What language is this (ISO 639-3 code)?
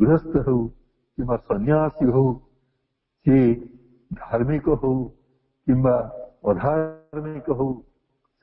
ori